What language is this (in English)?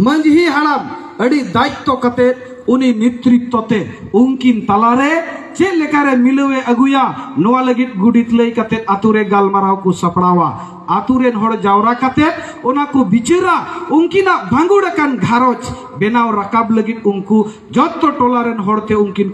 Santali